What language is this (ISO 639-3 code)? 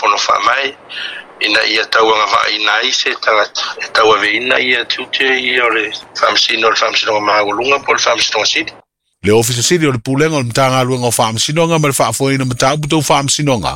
smo